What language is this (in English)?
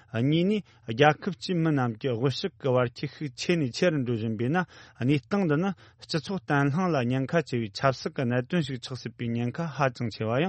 Tibetan